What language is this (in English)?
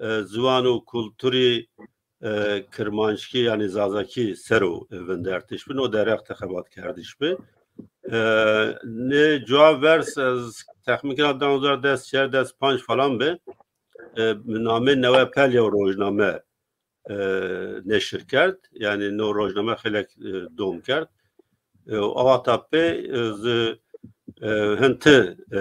Zaza